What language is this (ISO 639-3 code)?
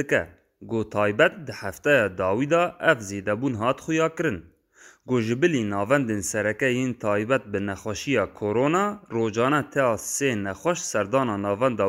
kur